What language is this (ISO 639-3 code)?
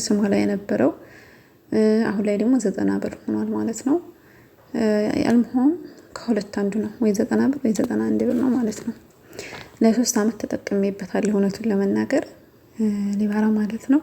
amh